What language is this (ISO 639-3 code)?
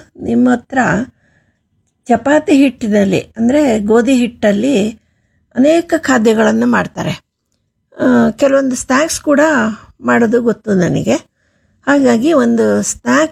kan